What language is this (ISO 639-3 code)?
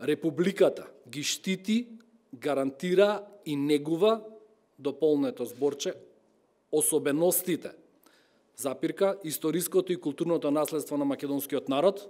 mkd